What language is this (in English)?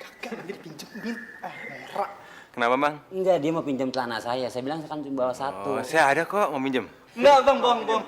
Betawi